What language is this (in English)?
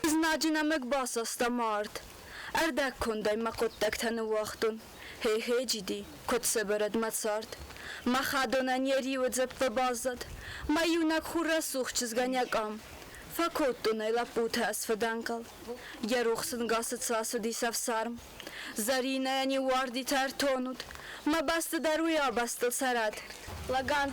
Ossetic